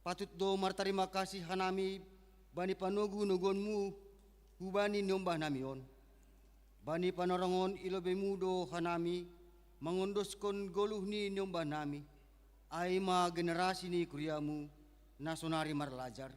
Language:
Batak Simalungun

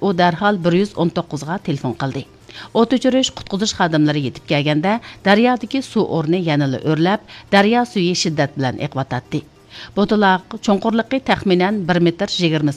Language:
Uyghur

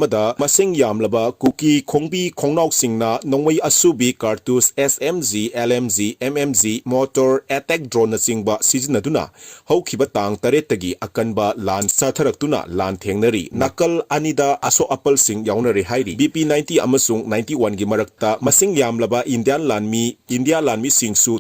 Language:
Manipuri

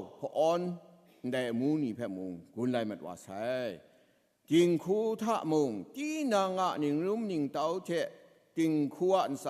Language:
Kachin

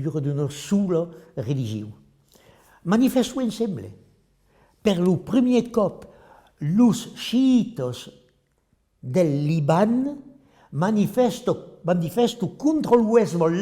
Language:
Occitan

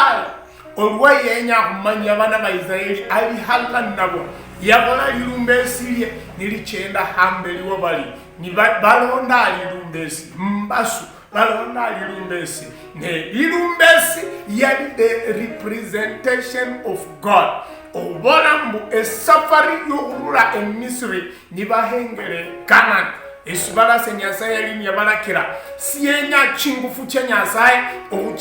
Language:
Luyia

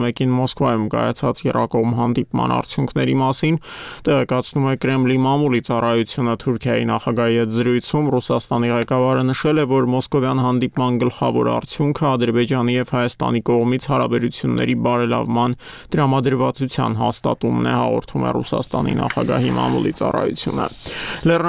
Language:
Armenian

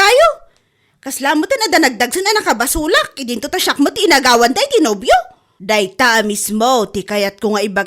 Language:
Iloko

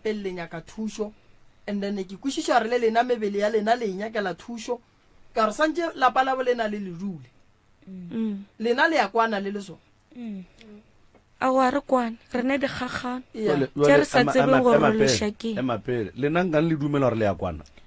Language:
Northern Sotho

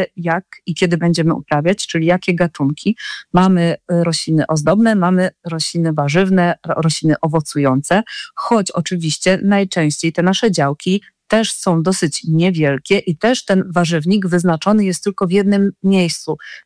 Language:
Polish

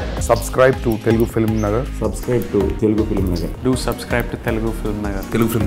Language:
Telugu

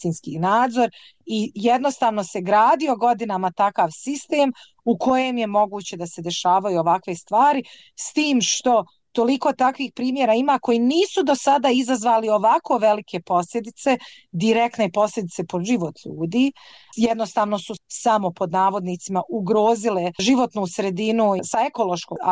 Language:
Bosnian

